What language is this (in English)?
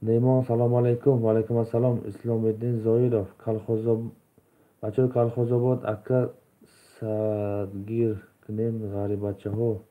Tajik